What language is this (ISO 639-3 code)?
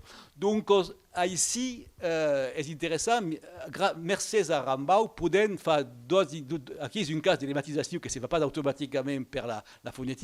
oci